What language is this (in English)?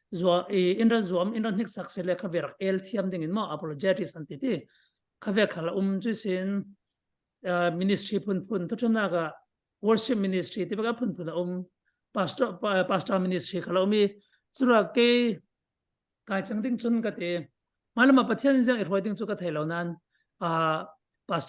Falam Chin